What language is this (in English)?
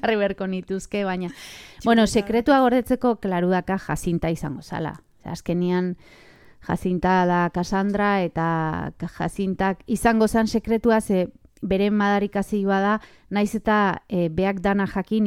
Basque